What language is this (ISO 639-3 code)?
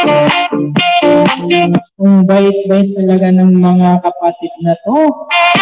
fil